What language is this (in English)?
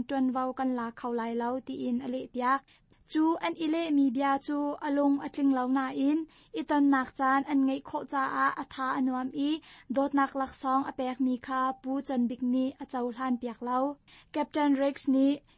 Hakha Chin